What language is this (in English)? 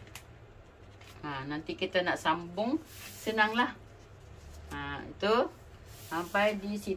Malay